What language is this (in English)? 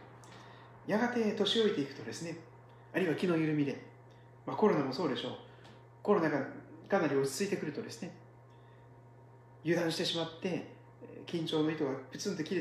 Japanese